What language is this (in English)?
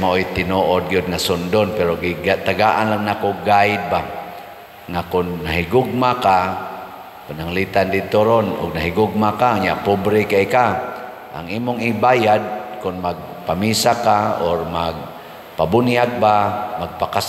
Cebuano